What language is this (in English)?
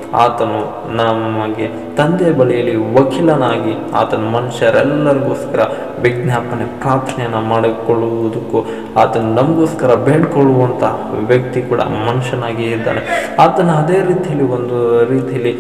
Kannada